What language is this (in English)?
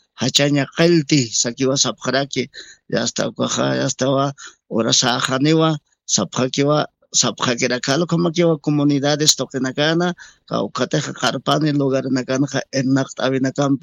Aymara